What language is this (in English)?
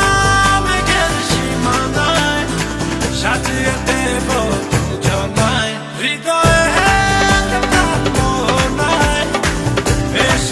Bangla